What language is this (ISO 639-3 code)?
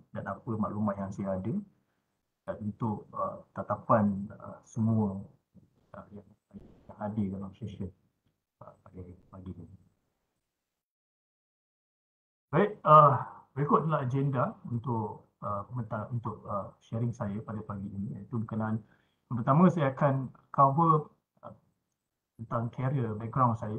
msa